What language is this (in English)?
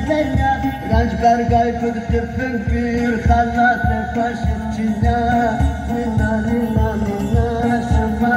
Zaza